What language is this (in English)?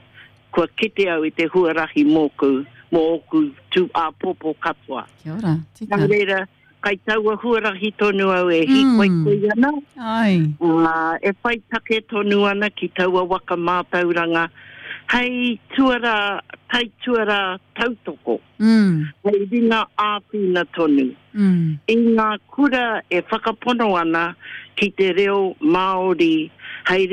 Māori